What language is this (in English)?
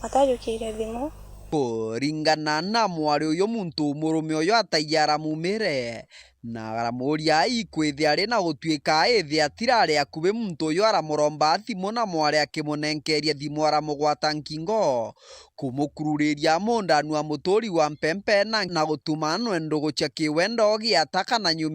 Meru